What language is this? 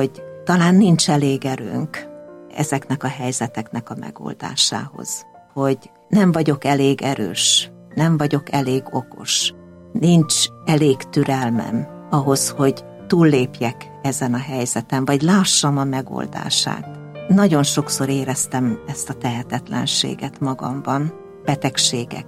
Hungarian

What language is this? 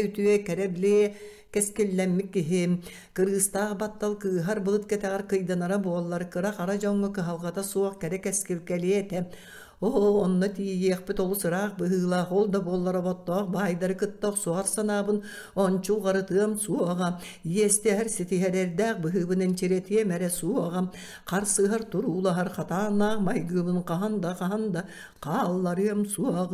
Yakut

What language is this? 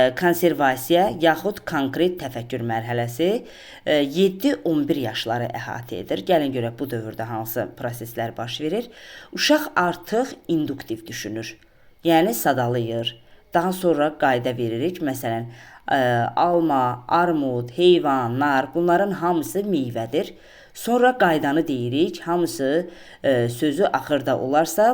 Azerbaijani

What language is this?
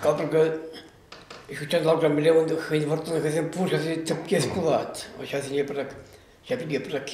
Chuvash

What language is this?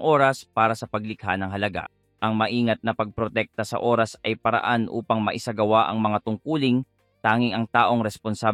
Filipino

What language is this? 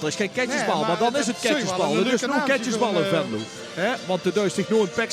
Limburgish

